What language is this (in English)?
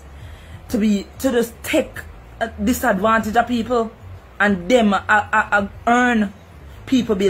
Jamaican Creole English